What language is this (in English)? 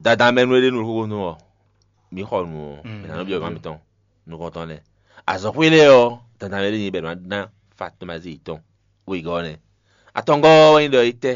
Fon